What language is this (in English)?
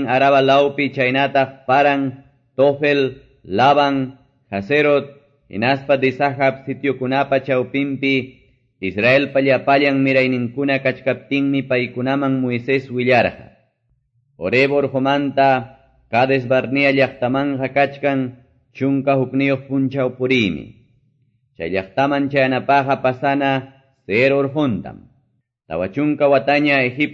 Quechua